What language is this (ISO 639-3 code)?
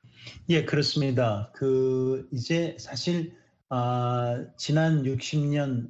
kor